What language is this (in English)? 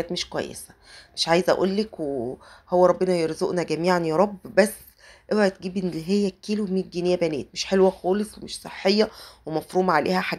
Egyptian Arabic